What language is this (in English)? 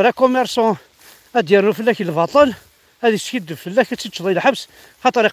Kabyle